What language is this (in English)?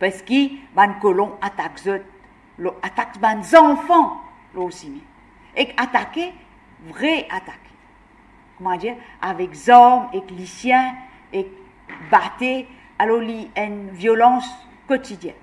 Morisyen